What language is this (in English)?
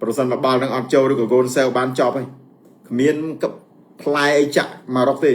Khmer